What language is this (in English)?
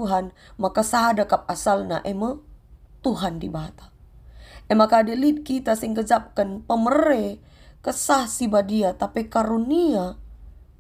Batak Karo